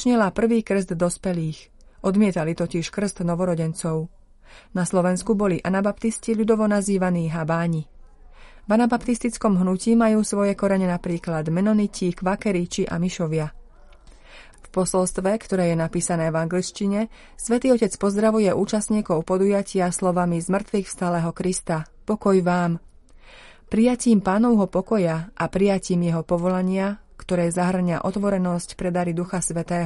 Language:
Slovak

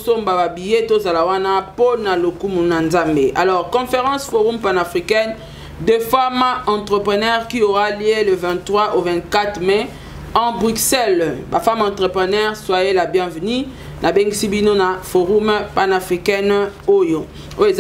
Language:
Lingala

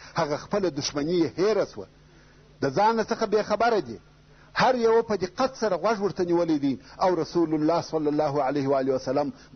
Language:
Pashto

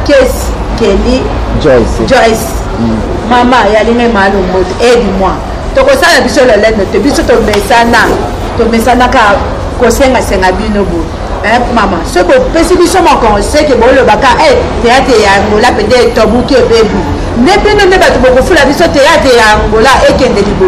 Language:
Lingala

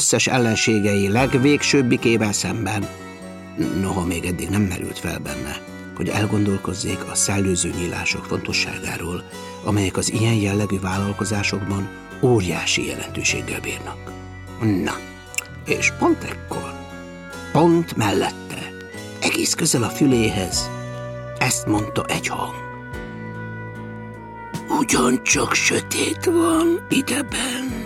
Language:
Hungarian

